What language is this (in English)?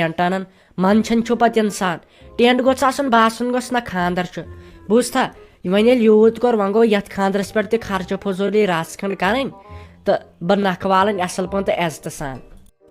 Kashmiri